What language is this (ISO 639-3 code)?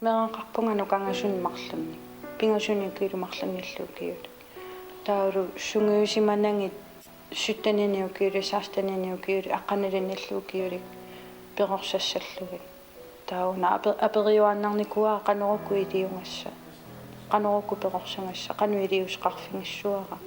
kal